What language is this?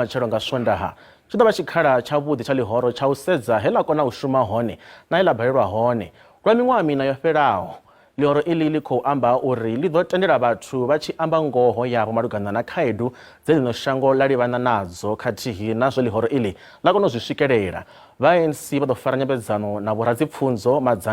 Venda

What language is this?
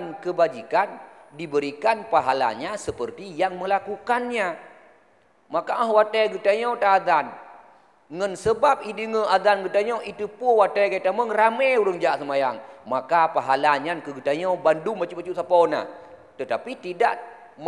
Achinese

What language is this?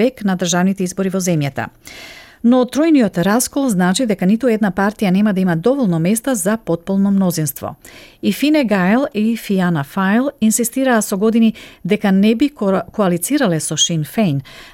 Macedonian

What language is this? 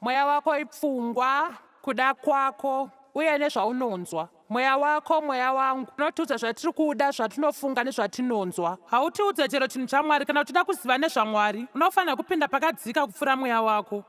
Shona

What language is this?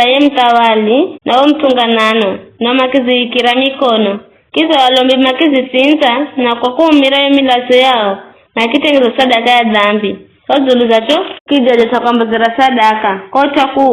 Giryama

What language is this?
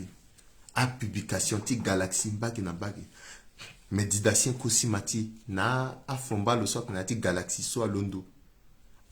Sango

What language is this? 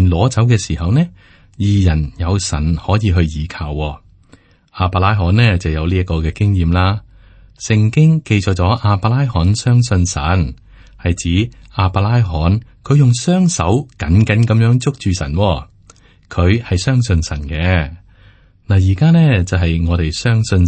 Cantonese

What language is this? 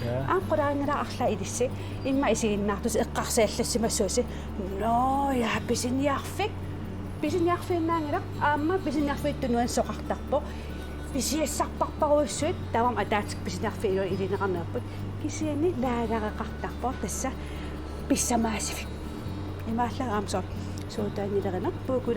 Kalaallisut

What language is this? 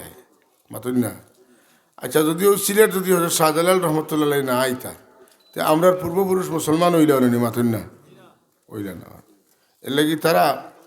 Sylheti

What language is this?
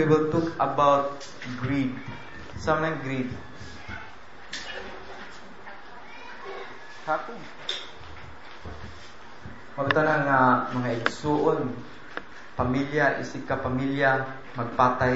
Cebuano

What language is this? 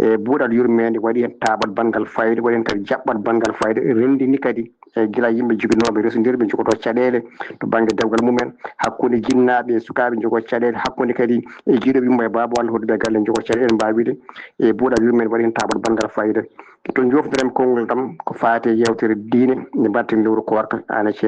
Fula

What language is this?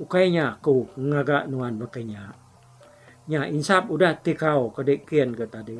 Iban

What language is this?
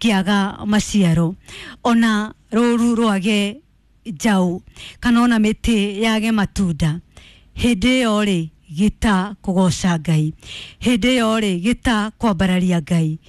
Kikuyu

